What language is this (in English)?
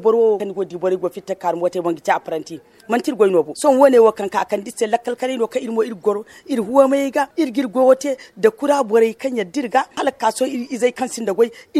Zarma